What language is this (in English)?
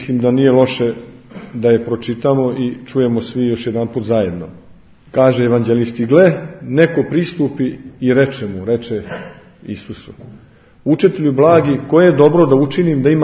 Serbian